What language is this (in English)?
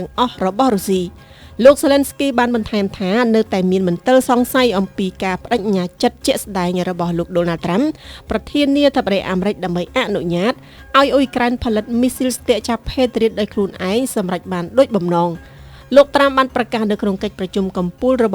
Khmer